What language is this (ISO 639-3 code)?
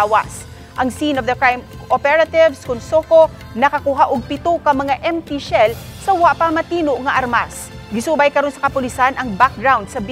ceb